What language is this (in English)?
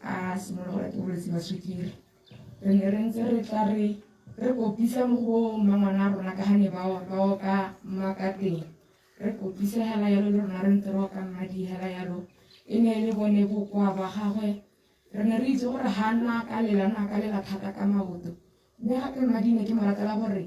Tswana